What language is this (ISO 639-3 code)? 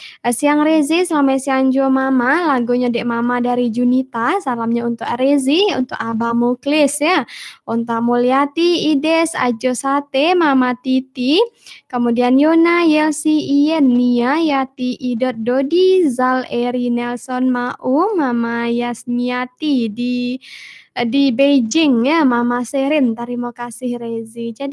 min